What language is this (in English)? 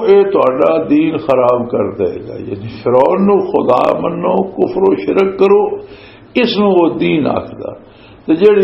Western Panjabi